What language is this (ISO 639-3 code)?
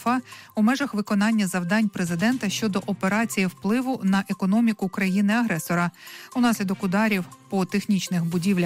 ukr